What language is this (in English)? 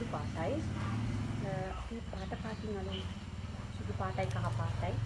Sinhala